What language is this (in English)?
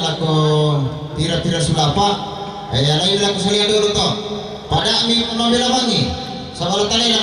Toraja-Sa'dan